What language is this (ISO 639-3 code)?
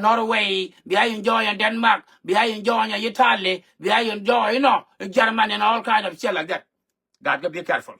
nus